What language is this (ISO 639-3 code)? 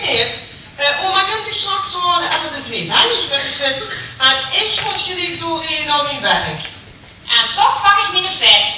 lim